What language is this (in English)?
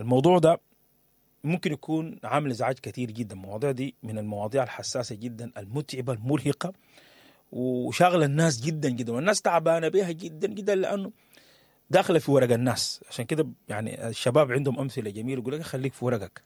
Sudanese Arabic